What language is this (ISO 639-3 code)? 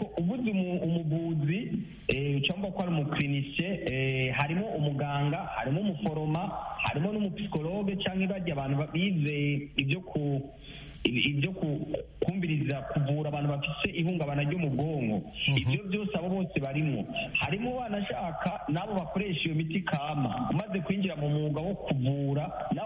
kin